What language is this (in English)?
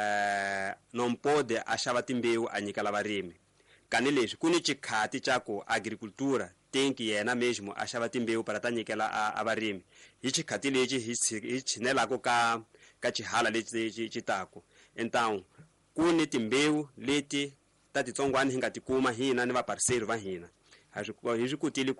Tsonga